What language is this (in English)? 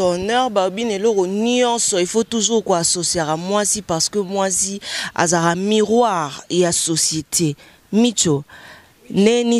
Lingala